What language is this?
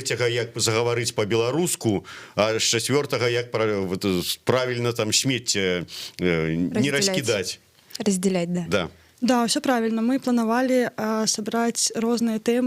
Belarusian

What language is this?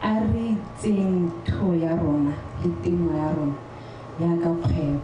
Tswana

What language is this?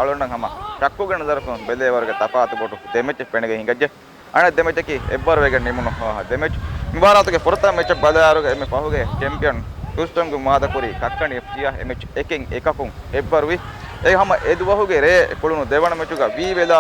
Divehi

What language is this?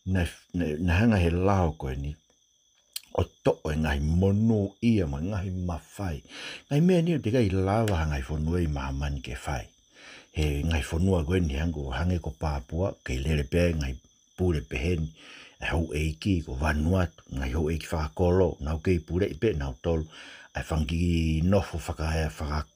Tongan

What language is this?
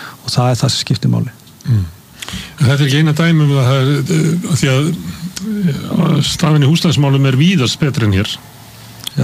Icelandic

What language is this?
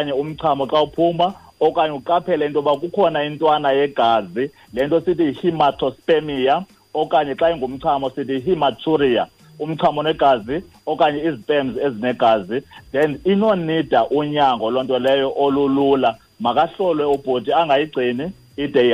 Xhosa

